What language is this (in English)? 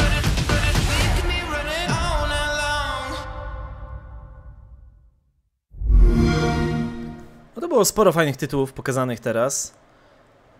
Polish